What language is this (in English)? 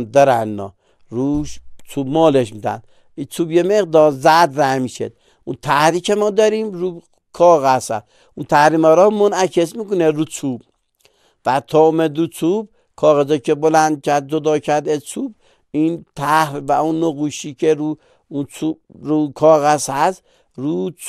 Persian